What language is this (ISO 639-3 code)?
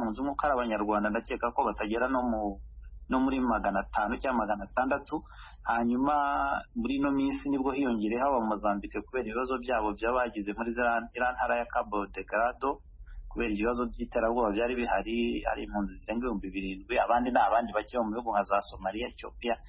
kin